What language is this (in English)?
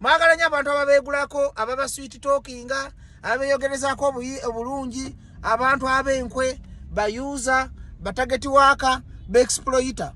Ganda